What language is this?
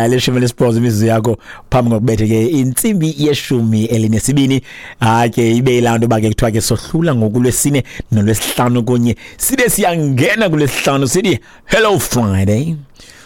Xhosa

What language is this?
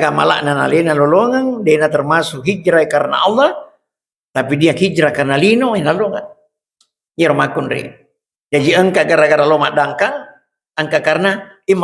Buginese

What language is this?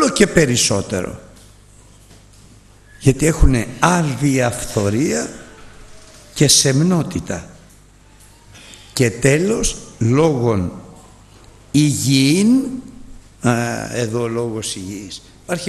Greek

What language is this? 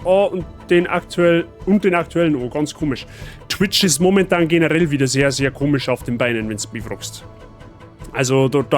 Bavarian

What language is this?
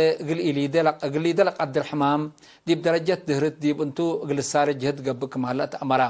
Tigre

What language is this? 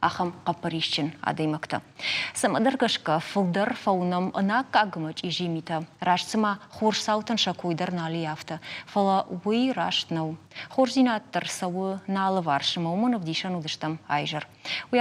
Ossetic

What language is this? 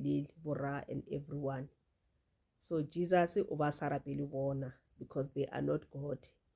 Northern Sotho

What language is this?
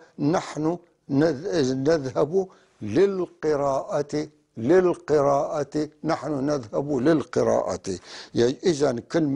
North Levantine Arabic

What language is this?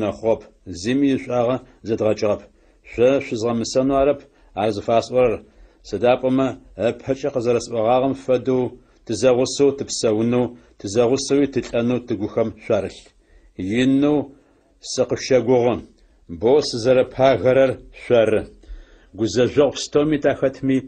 Adyghe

